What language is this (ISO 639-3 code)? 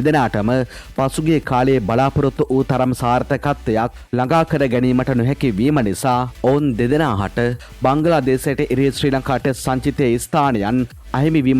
sin